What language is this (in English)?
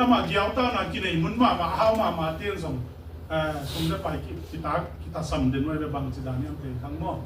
Tedim Chin